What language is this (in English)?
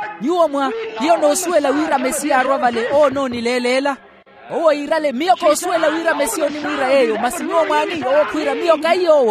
Makhuwa